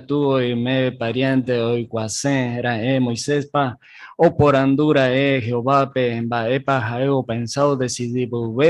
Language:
Guarani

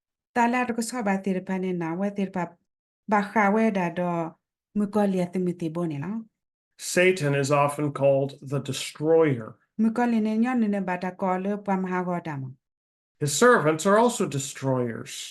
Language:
S'gaw Karen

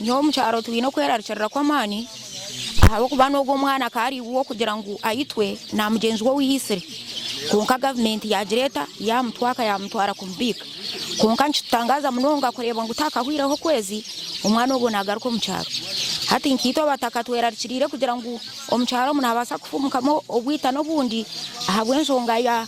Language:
Nyankole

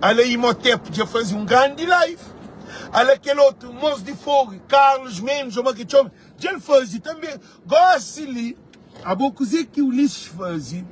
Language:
Kabuverdianu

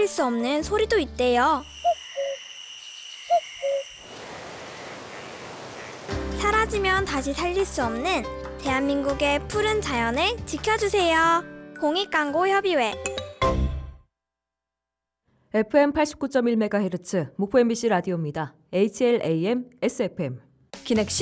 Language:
Korean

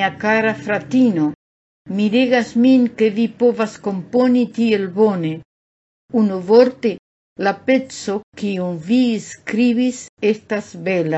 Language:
Esperanto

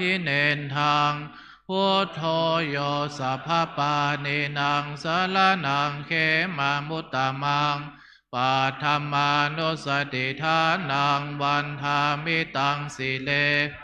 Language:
Pali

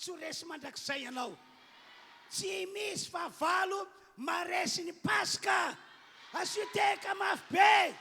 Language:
Malagasy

